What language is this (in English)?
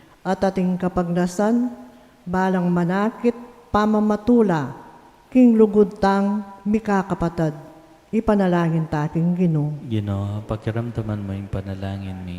Pampanga